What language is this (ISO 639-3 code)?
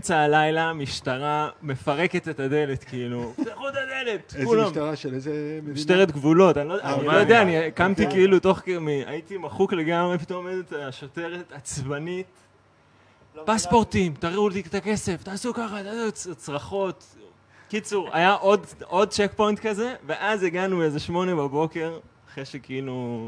heb